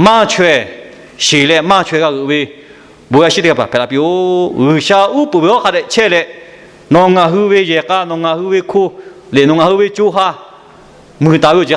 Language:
Lahu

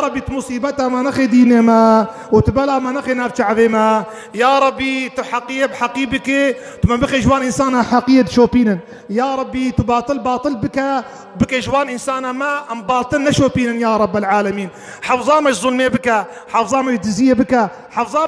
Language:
Kurdish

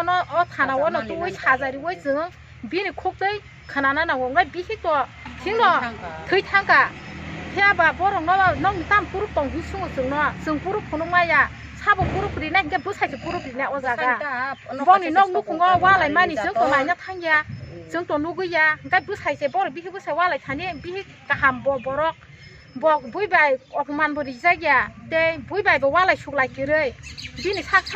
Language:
Kok Borok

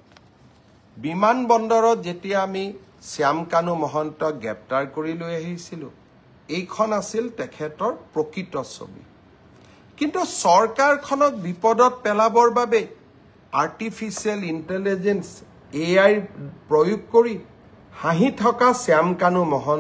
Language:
Assamese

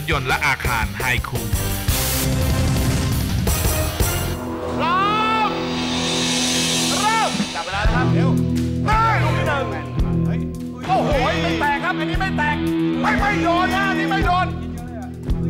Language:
Thai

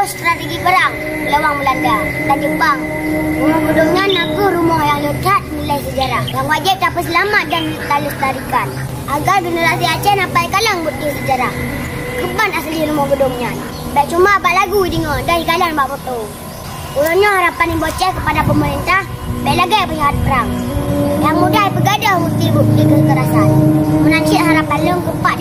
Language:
Achinese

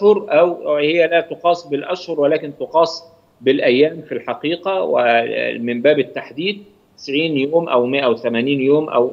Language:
Arabic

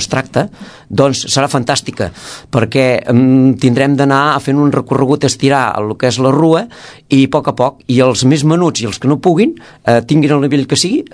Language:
Catalan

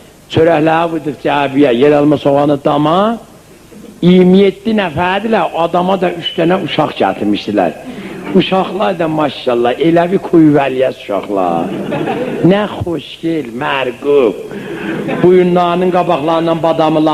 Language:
South Azerbaijani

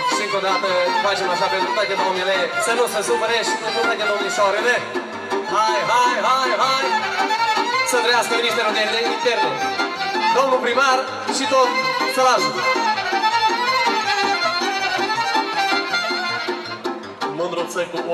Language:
Romanian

